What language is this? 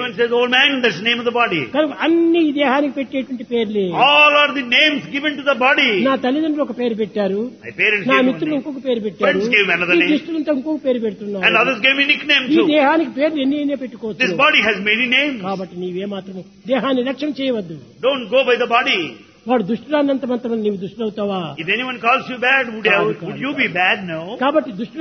Telugu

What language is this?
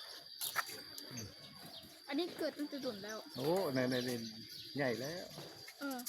Lao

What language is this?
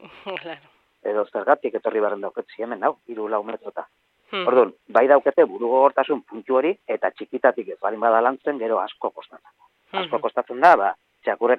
Basque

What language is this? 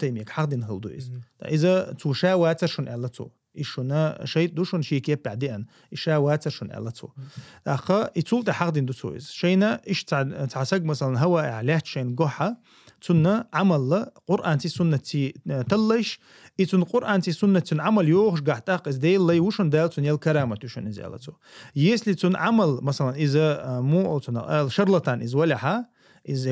Chechen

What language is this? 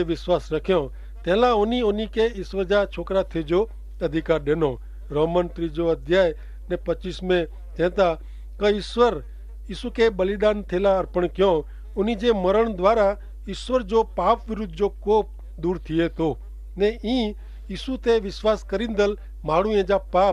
Kachhi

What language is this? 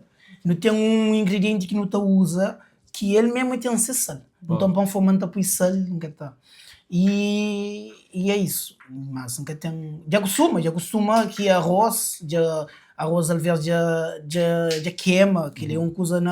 Kabuverdianu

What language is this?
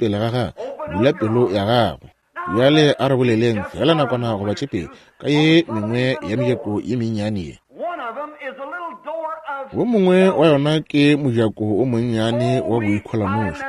Northern Sotho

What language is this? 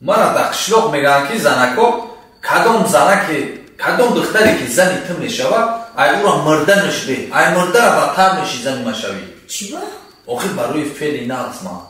Tajik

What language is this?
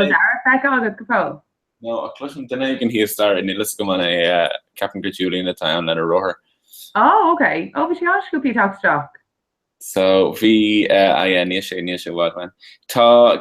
Irish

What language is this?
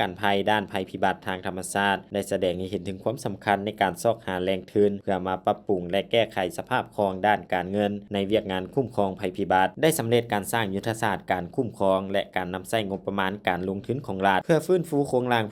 Lao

